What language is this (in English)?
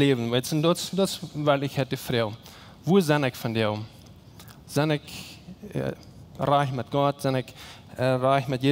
Plautdietsch